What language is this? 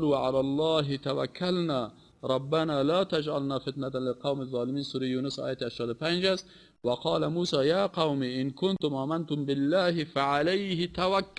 Persian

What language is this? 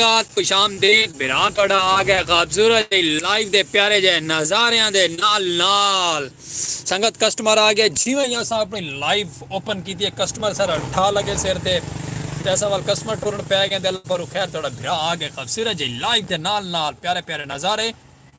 Saraiki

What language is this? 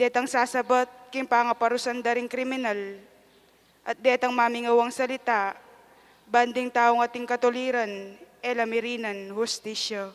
Pampanga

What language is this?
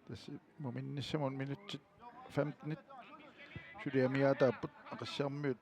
Kalaallisut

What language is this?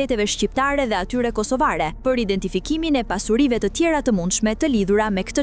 Albanian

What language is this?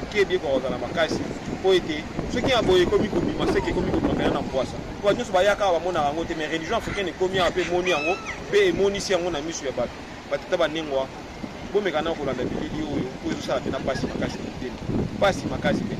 Lingala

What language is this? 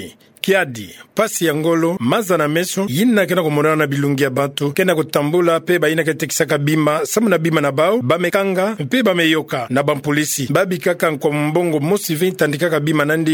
Kituba (Democratic Republic of Congo)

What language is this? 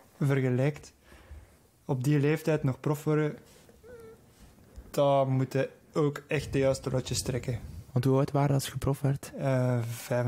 Dutch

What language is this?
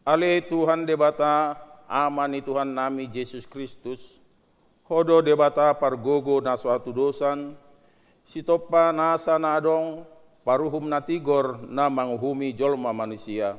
Batak Toba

